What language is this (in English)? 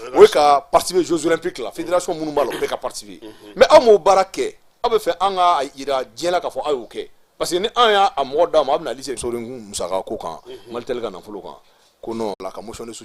Bambara